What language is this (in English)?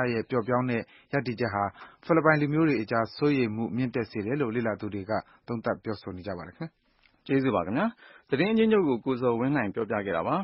Burmese